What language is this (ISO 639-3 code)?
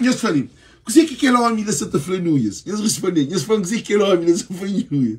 kea